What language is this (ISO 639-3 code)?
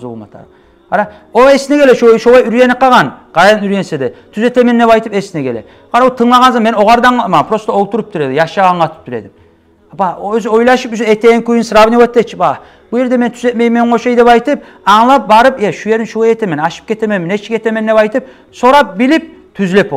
kum